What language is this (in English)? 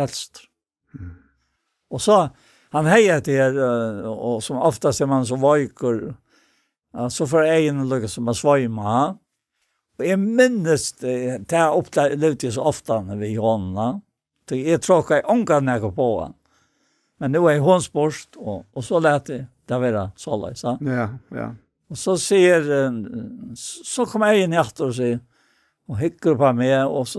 Faroese